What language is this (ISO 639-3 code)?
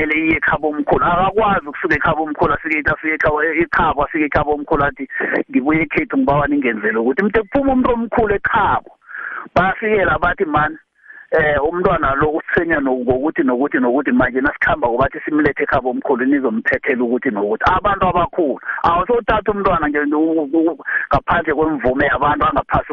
nbl